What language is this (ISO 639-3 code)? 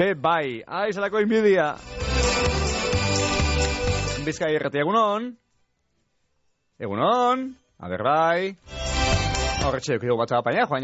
eus